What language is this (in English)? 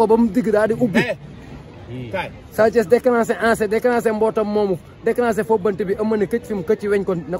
Wolof